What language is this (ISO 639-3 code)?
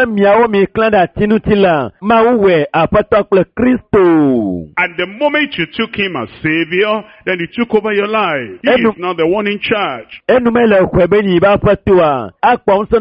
ewe